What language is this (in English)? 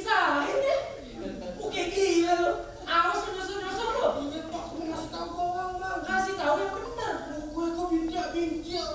Betawi